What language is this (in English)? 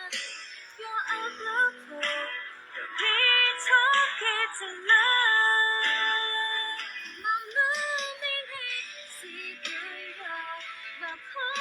S'gaw Karen